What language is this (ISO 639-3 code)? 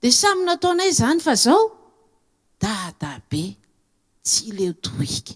mlg